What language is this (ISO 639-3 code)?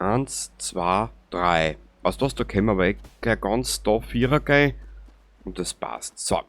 bar